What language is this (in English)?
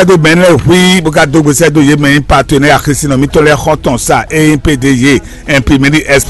Fon